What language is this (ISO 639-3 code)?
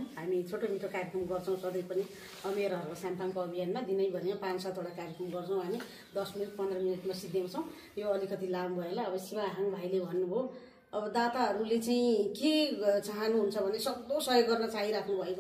nep